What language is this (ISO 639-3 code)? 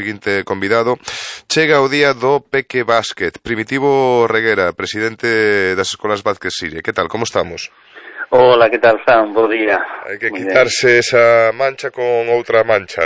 glg